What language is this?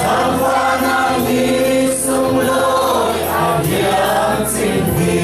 Falam Chin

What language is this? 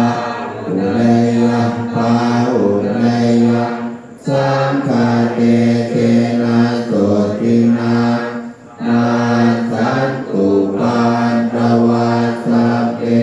Pali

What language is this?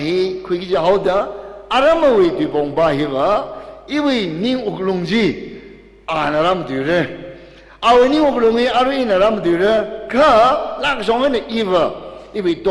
Tangkhul Naga (India)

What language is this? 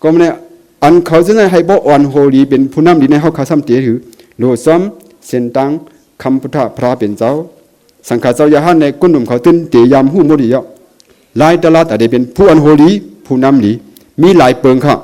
Shan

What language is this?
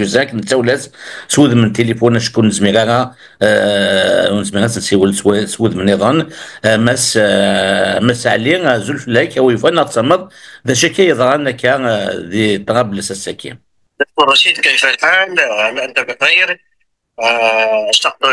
Kabyle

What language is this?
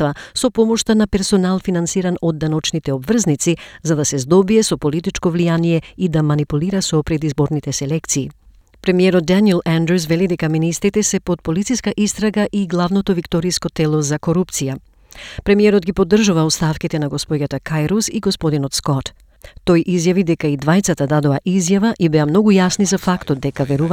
Macedonian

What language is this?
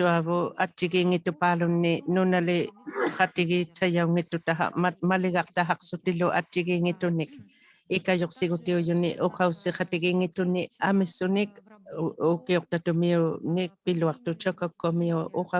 Inuktitut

